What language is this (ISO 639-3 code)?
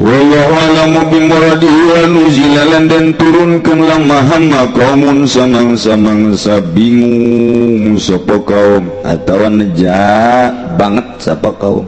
sun